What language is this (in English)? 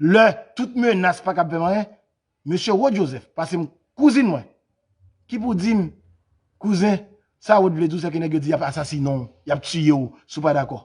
Haitian Creole